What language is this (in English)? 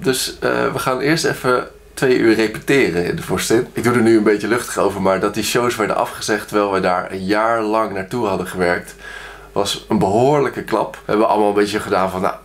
Dutch